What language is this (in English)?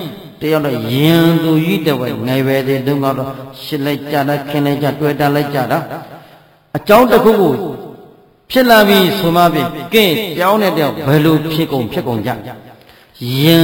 Burmese